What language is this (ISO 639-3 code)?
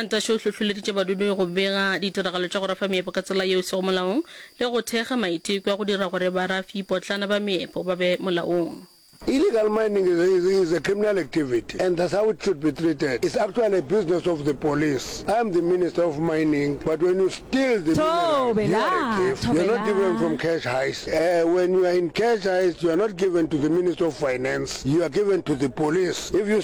nso